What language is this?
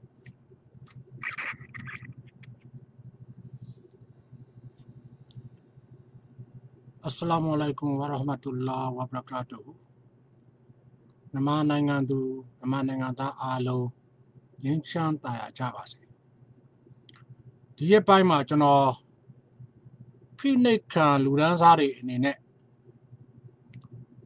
Burmese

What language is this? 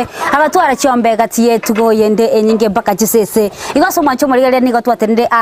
Gusii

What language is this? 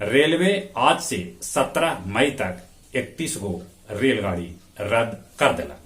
Magahi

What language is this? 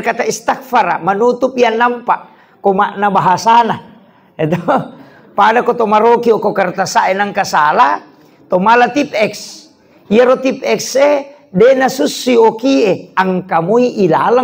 Buginese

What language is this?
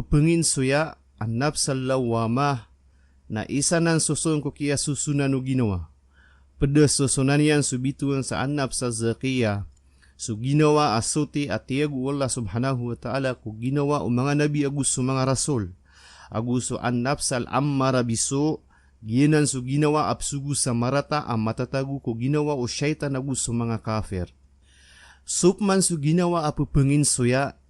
Maranao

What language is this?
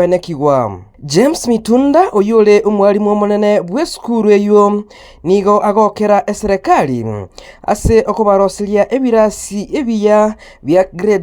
Gusii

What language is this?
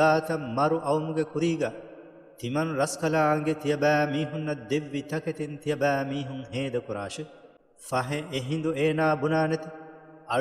Divehi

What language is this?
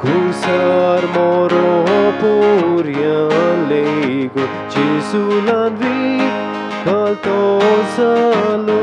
Konkani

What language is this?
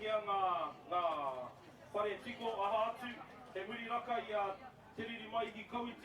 Māori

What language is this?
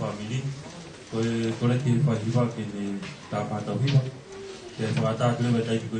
Tongan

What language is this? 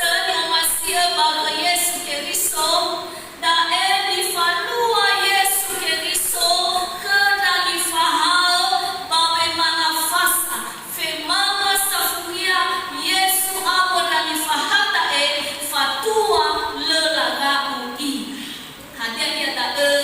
Nias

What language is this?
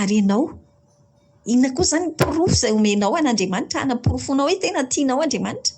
Malagasy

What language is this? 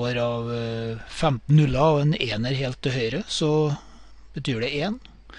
Norwegian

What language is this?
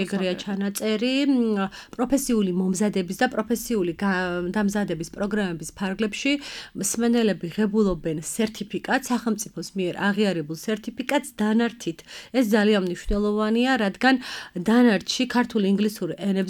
Georgian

